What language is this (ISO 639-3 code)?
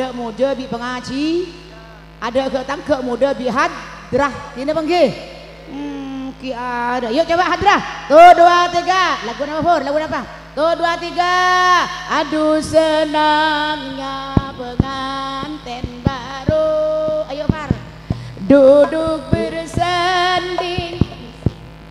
mad